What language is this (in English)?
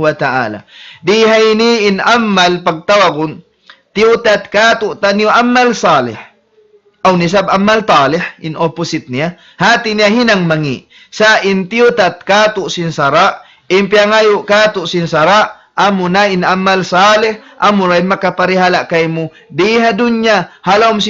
Tausug